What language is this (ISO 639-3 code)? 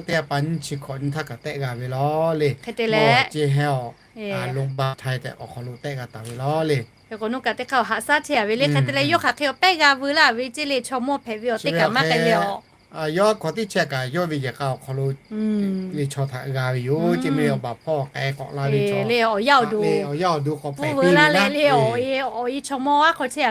lhu